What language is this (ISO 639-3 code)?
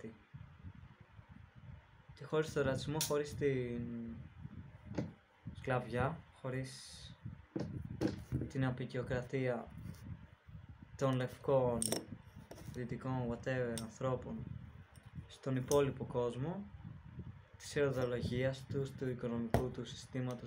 ell